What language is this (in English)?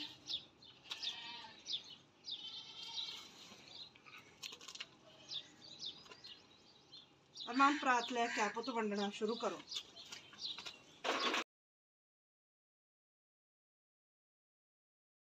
Punjabi